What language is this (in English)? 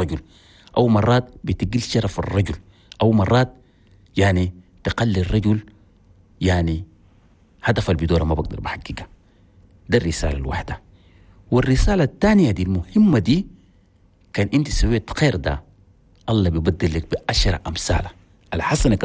Chadian Arabic